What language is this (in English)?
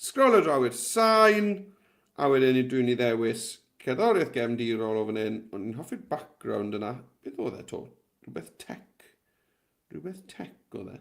Welsh